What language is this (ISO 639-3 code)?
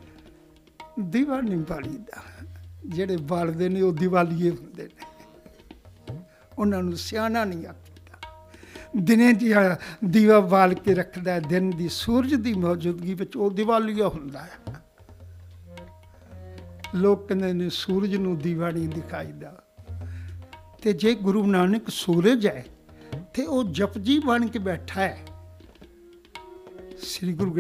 pan